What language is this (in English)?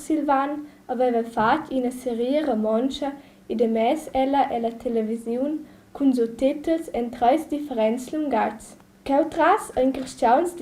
Romansh